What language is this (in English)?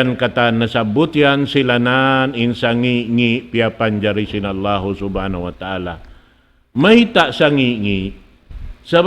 Tausug